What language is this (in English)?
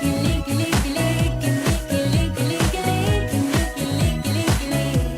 Hiligaynon